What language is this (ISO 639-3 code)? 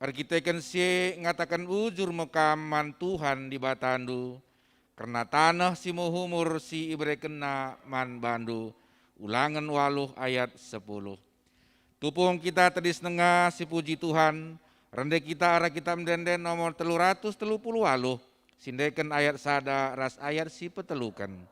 btx